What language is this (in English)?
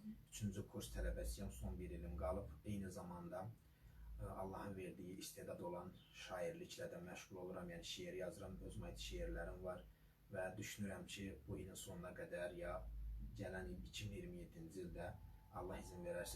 Azerbaijani